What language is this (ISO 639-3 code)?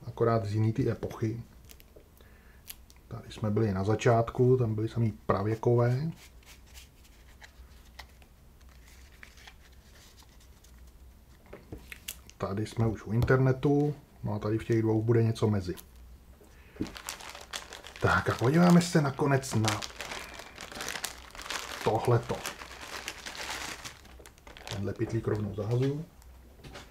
ces